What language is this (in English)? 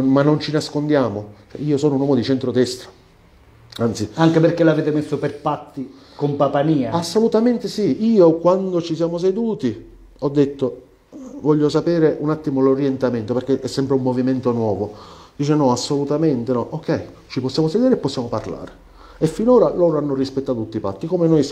Italian